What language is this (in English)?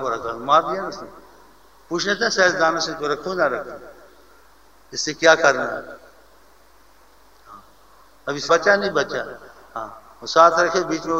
Urdu